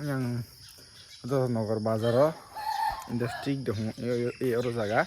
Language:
Kok Borok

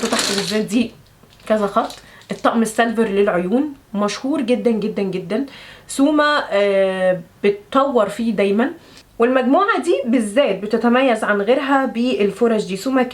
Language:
Egyptian Arabic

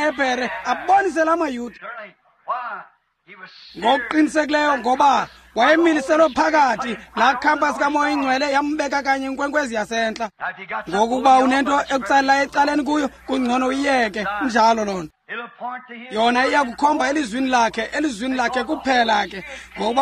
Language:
Xhosa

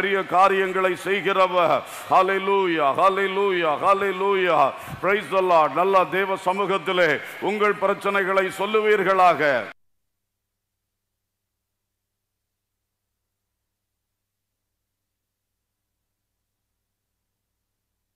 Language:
Tamil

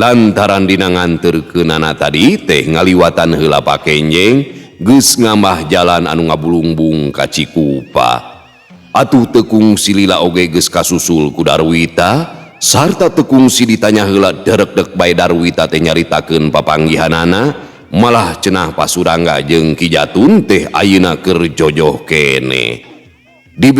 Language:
Sundanese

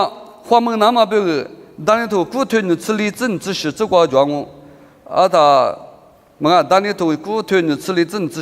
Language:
Lisu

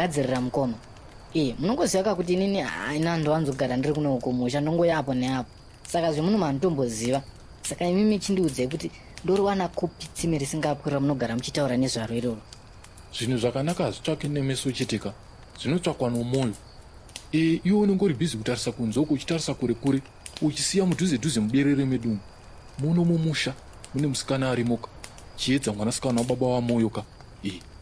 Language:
Shona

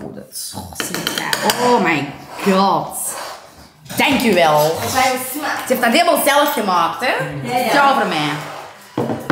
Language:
Dutch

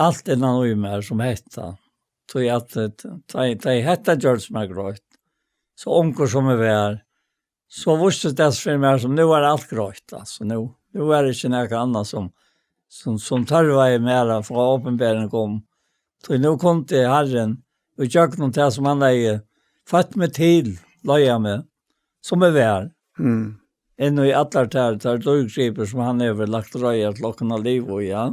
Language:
Faroese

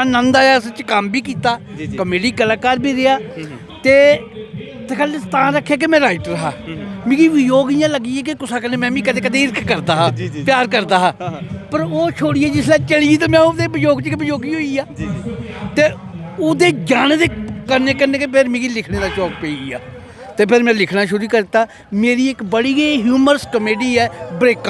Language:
Dogri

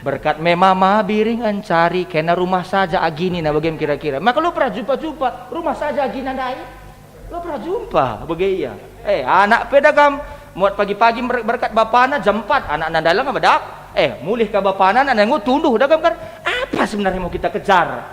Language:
Batak Karo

